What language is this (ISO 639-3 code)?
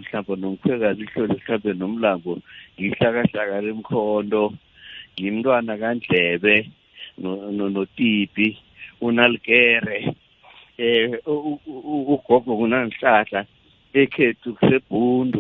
nbl